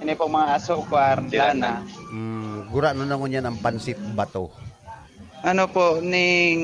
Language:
Bikol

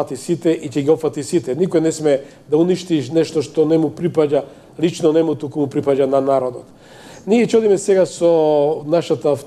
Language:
Macedonian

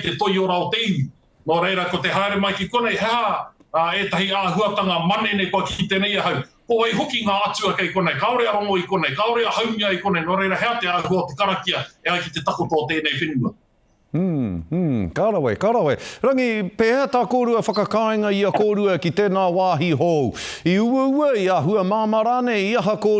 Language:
Māori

